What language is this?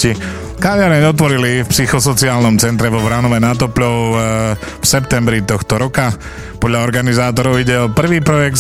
Slovak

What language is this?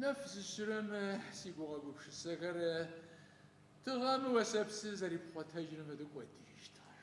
Adyghe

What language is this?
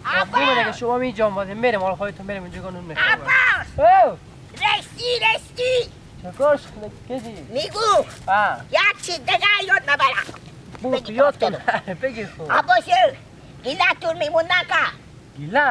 Persian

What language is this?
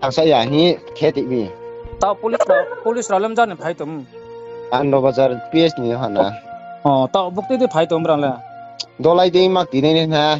Riang (India)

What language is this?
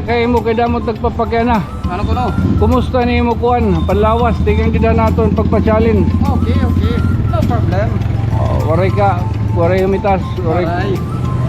Waray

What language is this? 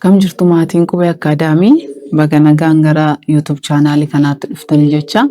Oromo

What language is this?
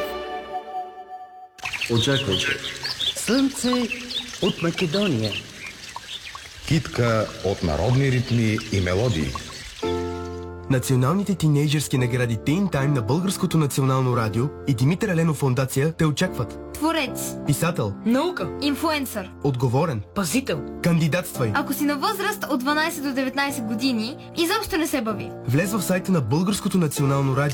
Bulgarian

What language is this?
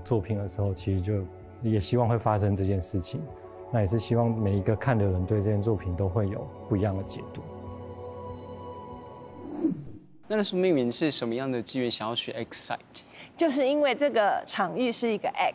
Chinese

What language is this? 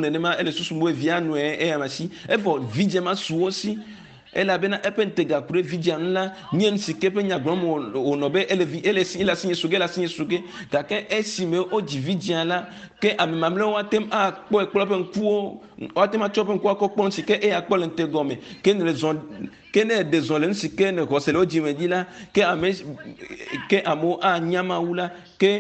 Ewe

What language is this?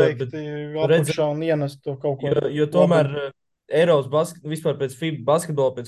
Latvian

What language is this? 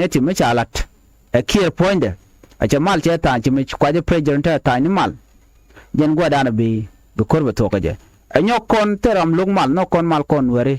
Nuer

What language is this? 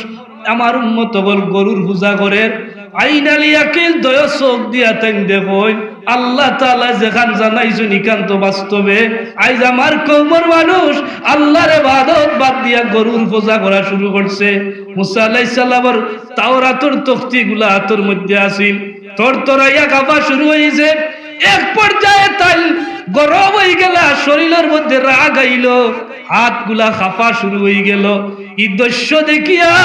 Sylheti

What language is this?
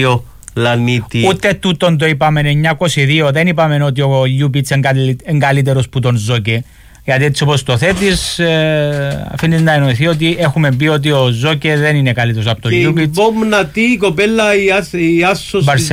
Greek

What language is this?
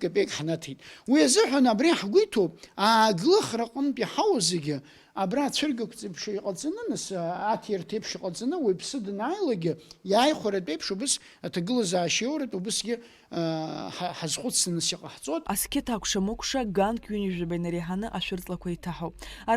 Abkhazian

